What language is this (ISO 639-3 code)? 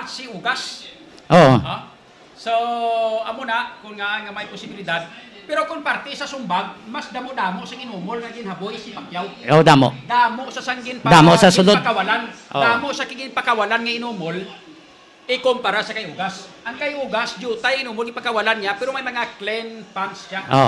hil